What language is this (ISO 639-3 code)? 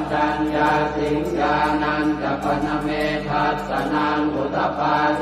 pli